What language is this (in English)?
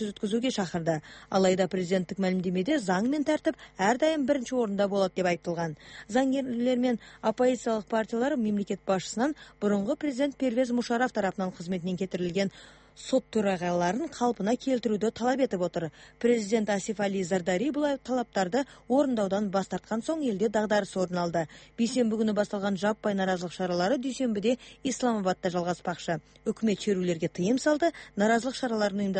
Kazakh